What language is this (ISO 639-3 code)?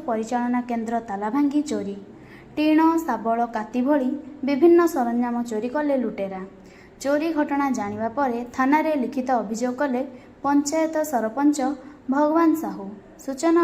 ori